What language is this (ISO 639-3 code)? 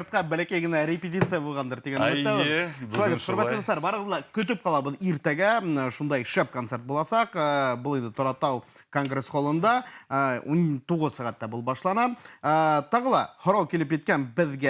bak